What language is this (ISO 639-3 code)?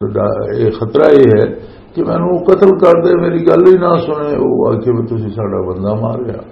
lah